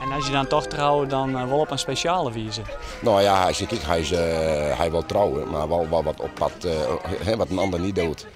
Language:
Western Frisian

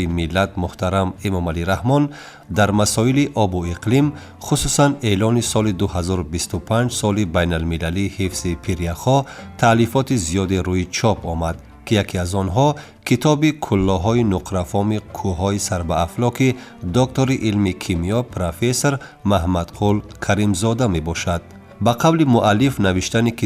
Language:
Tajik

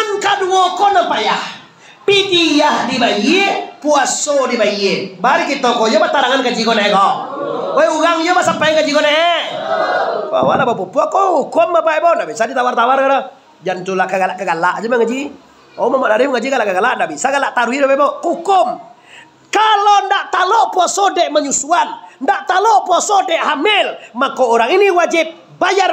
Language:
Minangkabau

